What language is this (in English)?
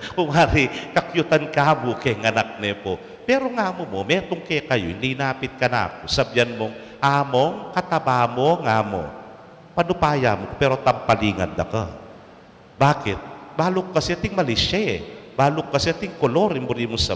Pampanga